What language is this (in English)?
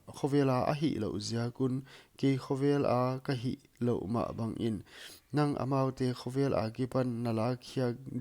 Paite Chin